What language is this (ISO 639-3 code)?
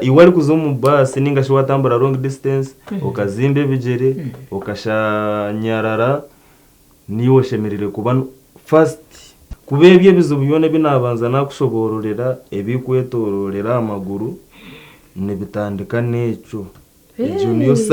nyn